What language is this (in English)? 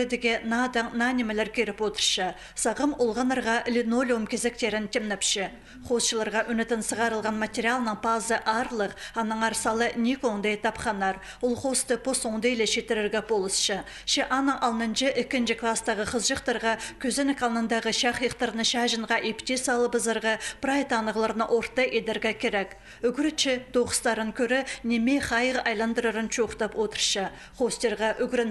Khakas